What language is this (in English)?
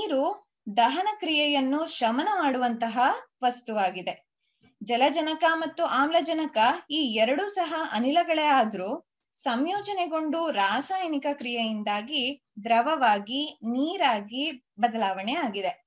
Kannada